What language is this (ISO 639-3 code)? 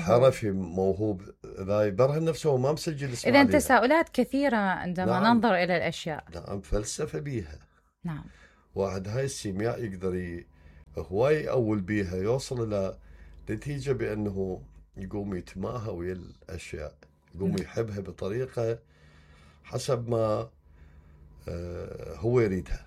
acm